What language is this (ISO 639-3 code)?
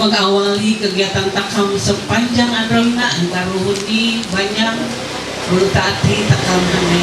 mhy